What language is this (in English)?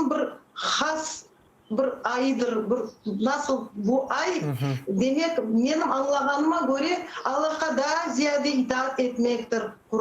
Crimean Tatar